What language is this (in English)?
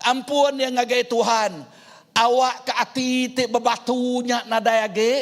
Iban